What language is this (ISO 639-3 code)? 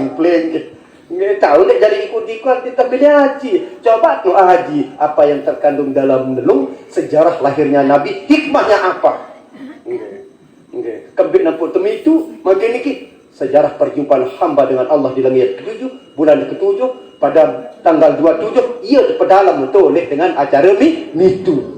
sas